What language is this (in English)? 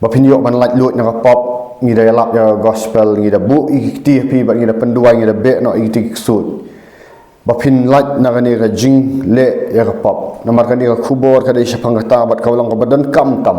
Khasi